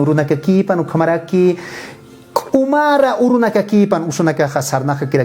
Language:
Aymara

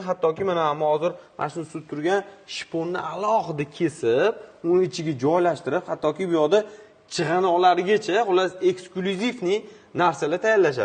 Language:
Uzbek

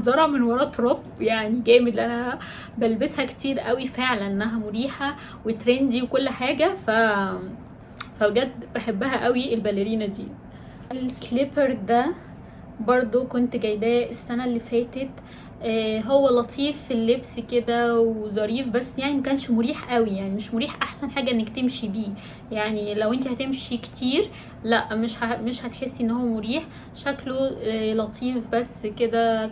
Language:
Egyptian Arabic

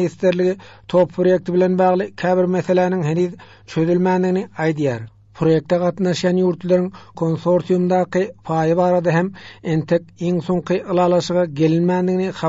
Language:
Turkmen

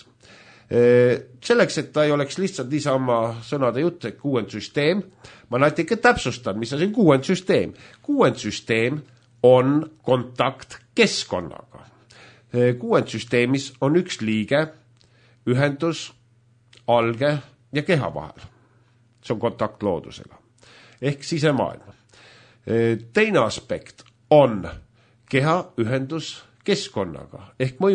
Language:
Estonian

